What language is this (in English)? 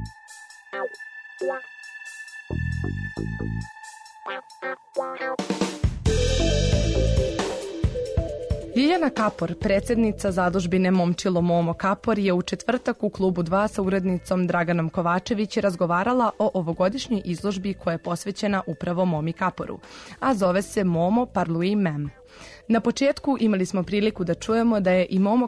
Serbian